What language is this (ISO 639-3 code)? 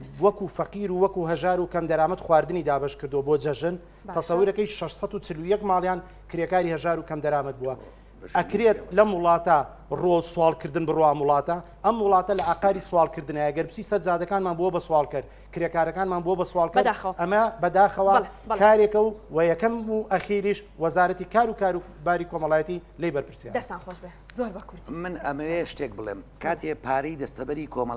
ckb